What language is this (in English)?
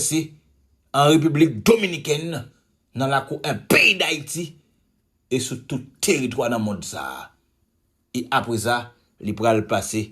Haitian Creole